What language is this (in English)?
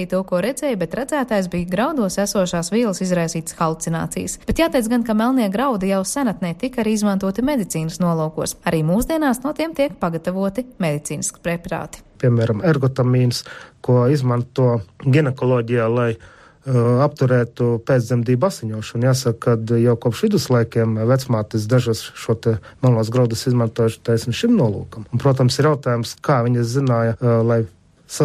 Latvian